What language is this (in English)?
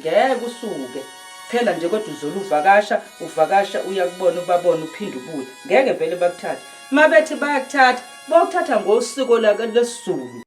Zulu